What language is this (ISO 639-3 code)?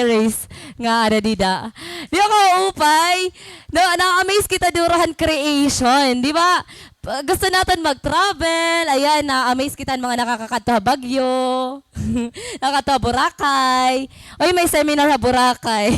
war